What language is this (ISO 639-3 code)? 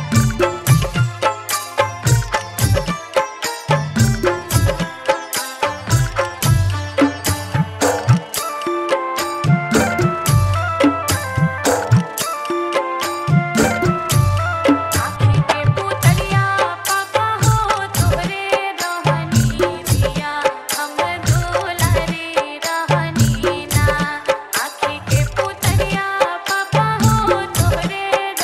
bho